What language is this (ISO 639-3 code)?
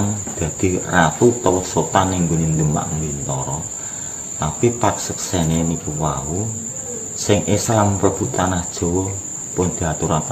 jav